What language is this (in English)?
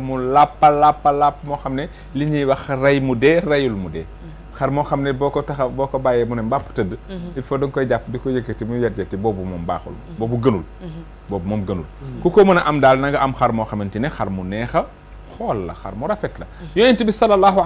Wolof